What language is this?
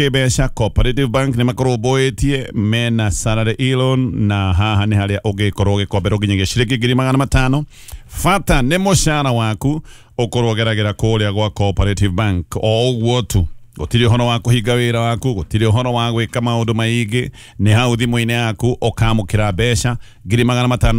Kikuyu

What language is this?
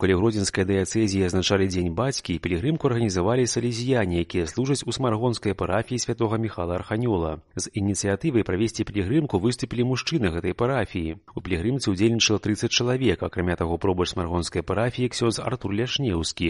Belarusian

